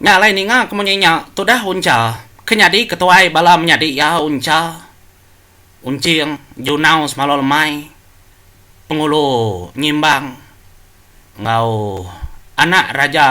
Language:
Iban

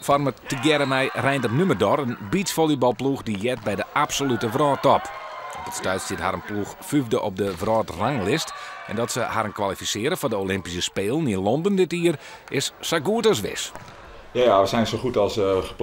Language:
Western Frisian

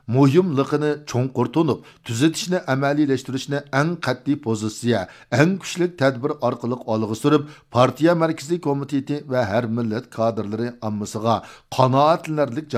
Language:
Uyghur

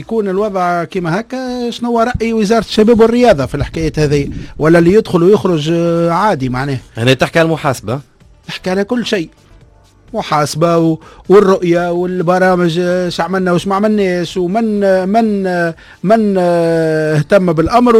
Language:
Tunisian Arabic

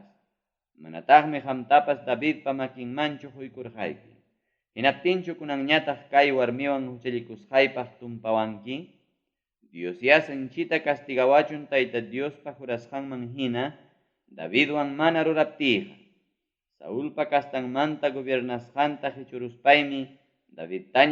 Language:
Ayacucho Quechua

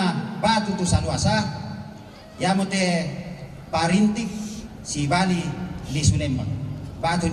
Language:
Toraja-Sa'dan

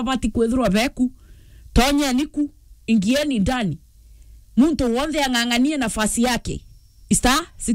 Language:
Meru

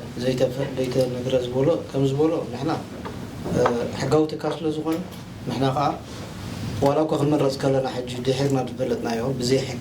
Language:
Tigrinya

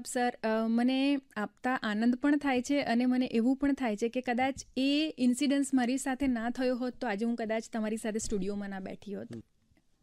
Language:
Gujarati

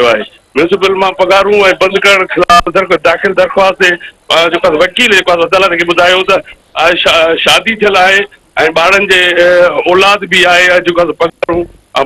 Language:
Sindhi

